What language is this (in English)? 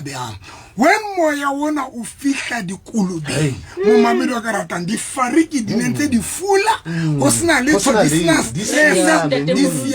Southern Sotho